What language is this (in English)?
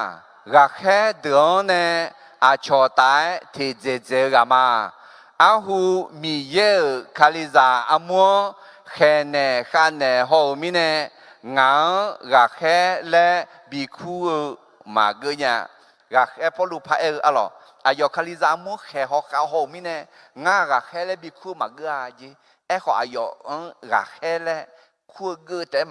Akha